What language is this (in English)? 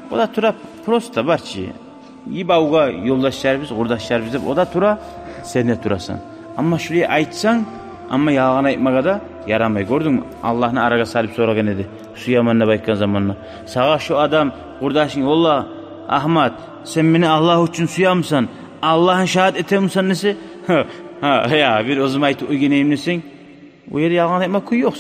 Kumyk